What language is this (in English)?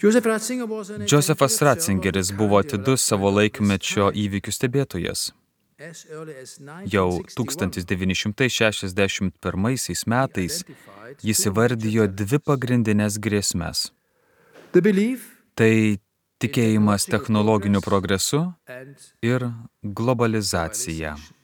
Lithuanian